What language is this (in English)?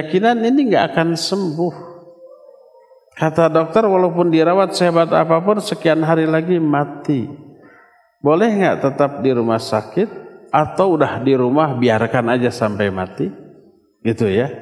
Indonesian